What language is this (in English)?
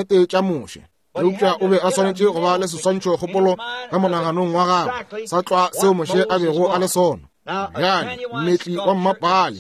Northern Sotho